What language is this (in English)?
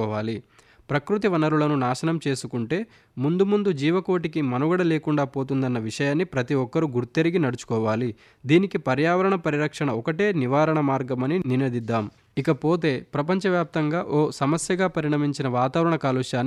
Telugu